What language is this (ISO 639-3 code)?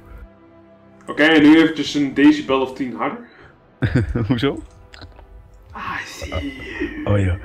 nld